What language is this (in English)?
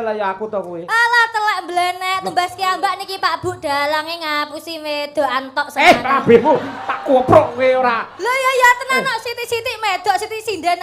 Javanese